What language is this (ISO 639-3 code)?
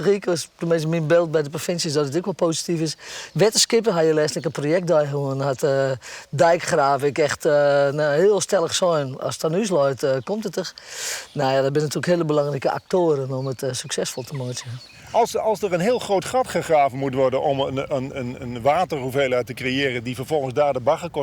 fry